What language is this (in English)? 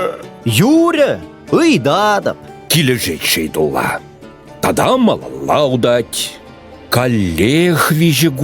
Chuvash